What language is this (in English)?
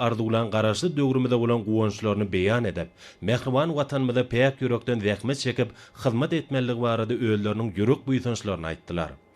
Turkmen